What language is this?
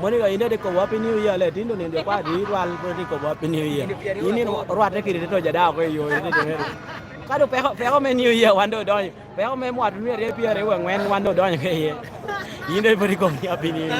Lango (Uganda)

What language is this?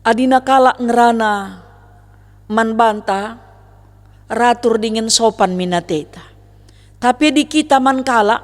Batak Karo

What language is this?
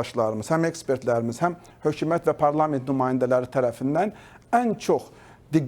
Azerbaijani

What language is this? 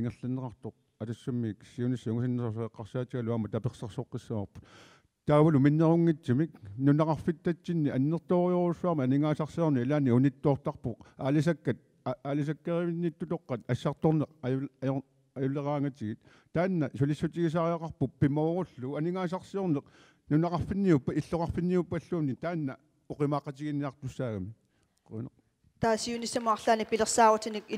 Kalaallisut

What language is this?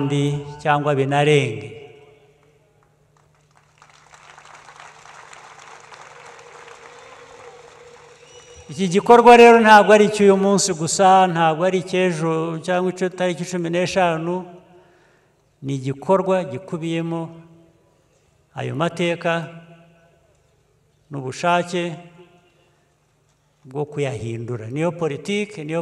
Kinyarwanda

